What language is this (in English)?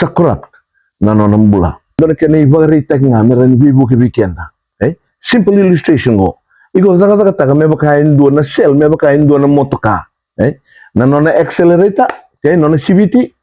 Fijian